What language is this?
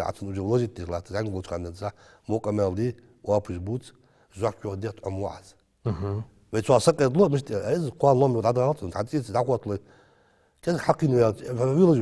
Ingush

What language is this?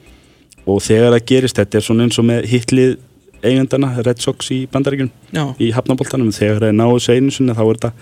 Icelandic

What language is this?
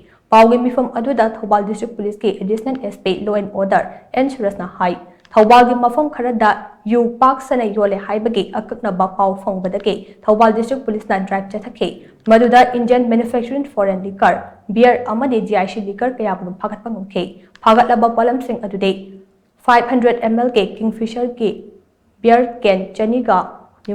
Manipuri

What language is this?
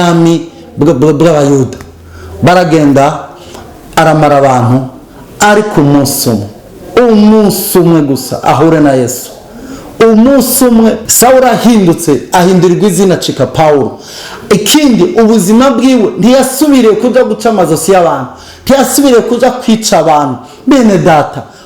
Rundi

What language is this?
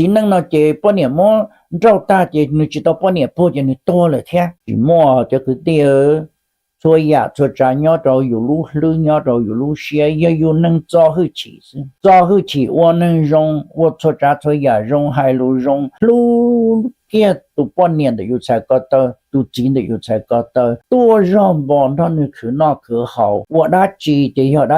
Hmong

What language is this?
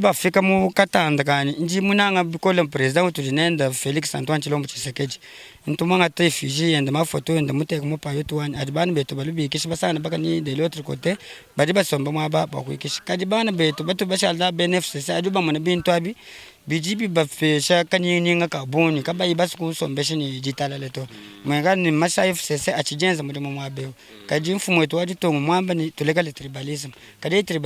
Luba-Lulua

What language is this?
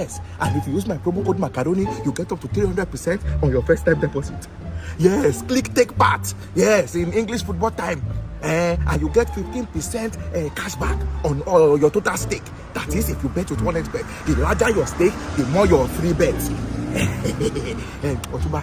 Nigerian Pidgin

